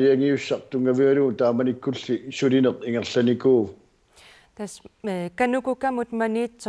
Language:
Kalaallisut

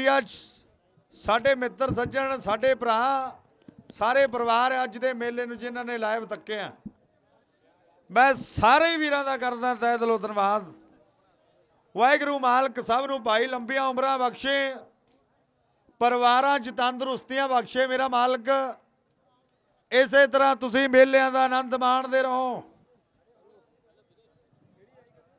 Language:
Punjabi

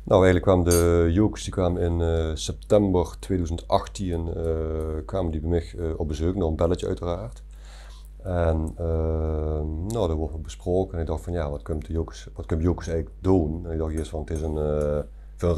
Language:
Limburgish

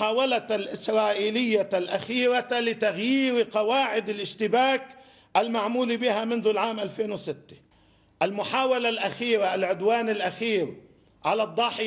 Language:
Arabic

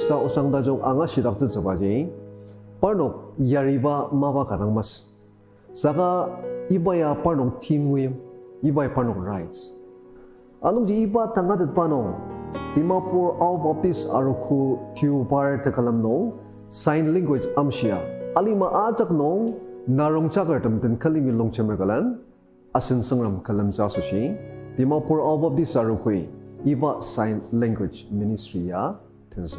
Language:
Ao Naga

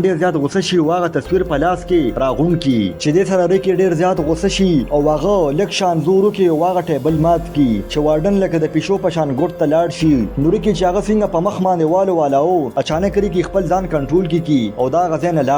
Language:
Pashto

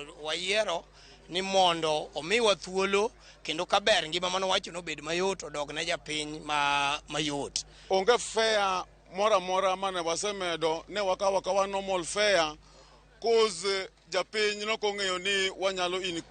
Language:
Luo (Kenya and Tanzania)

